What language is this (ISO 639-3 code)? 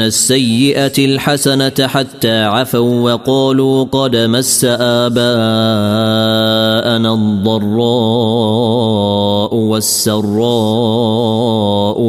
ara